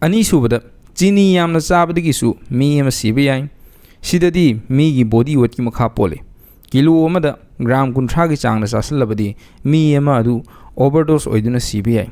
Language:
Manipuri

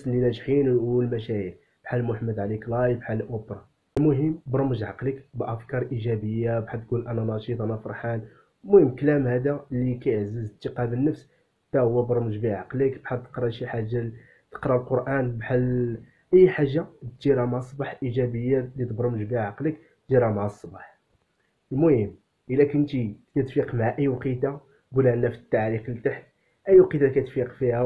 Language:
Moroccan Arabic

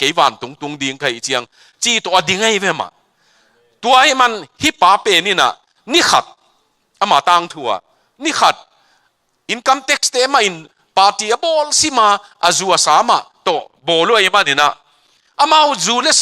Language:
Tedim Chin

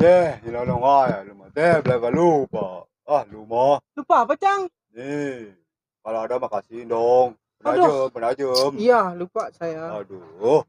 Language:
Betawi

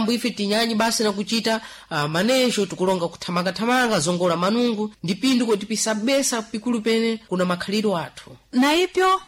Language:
Sena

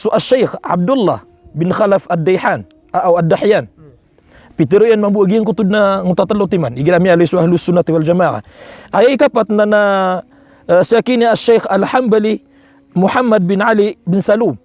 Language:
Maranao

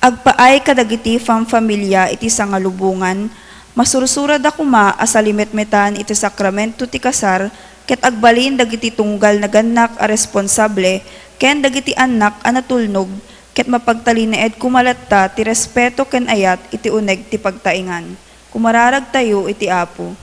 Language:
Iloko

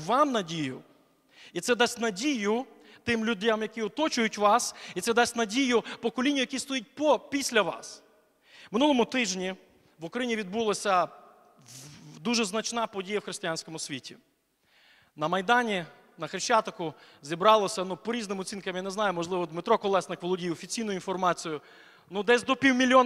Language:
Ukrainian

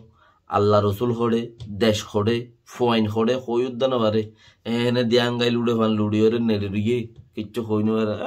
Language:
Rohingya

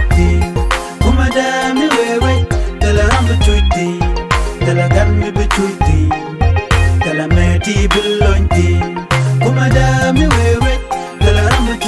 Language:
Nuer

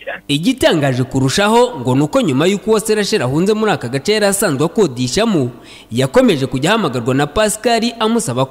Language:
Kinyarwanda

